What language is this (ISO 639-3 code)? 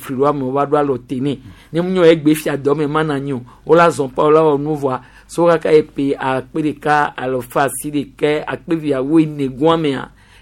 gej